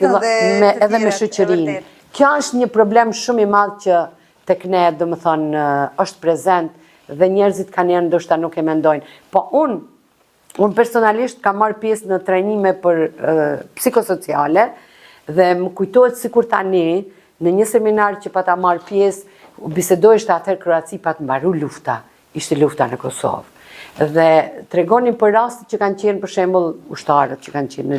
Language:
Albanian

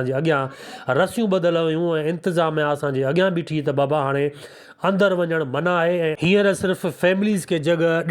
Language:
Sindhi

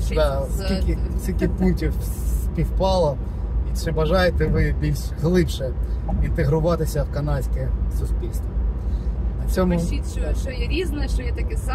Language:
Ukrainian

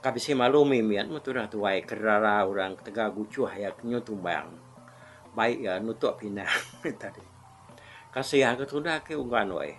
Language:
Iban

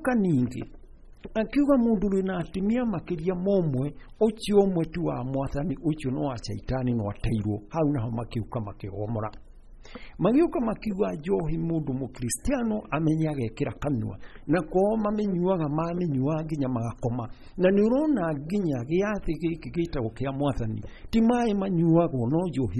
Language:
Kikuyu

